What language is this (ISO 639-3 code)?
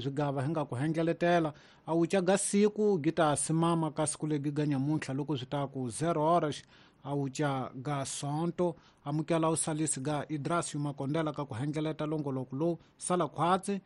tso